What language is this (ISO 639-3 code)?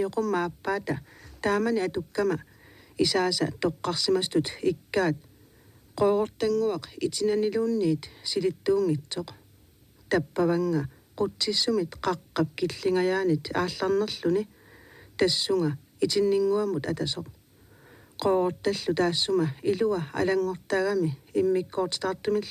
kal